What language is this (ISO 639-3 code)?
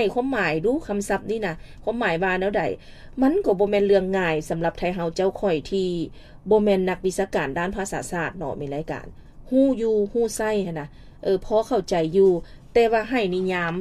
lao